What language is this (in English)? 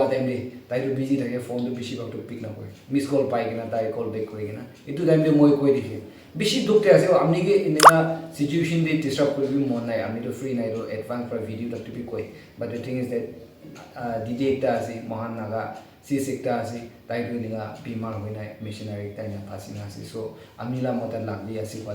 Naga Pidgin